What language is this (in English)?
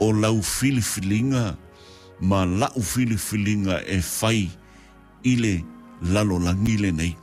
Samoan